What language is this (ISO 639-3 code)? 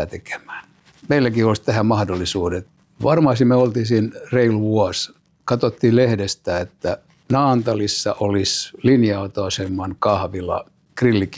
fin